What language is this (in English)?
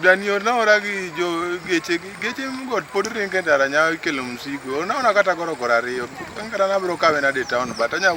Luo (Kenya and Tanzania)